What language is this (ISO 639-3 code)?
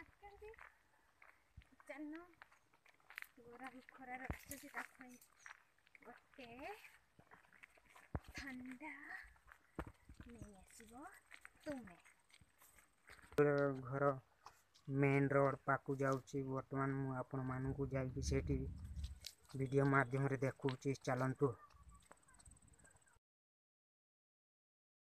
ori